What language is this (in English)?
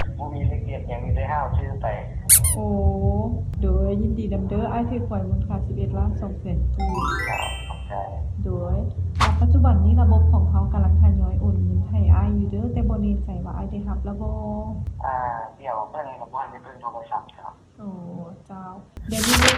Lao